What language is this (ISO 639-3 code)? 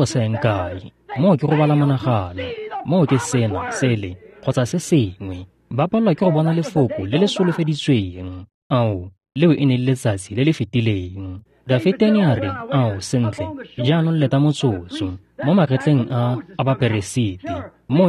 tsn